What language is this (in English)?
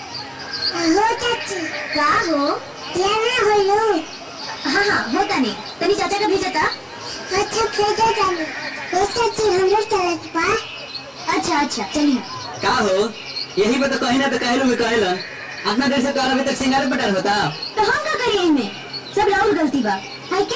Bhojpuri